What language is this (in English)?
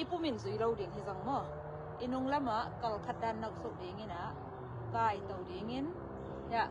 Tedim Chin